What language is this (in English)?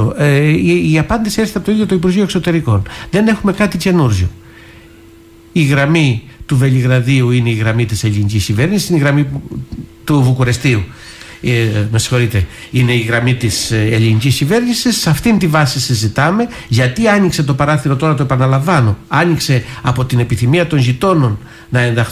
Greek